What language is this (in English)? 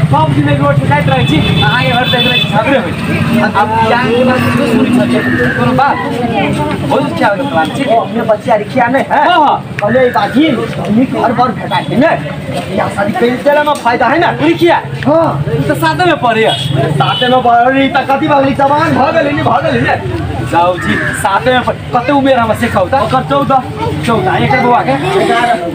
Maithili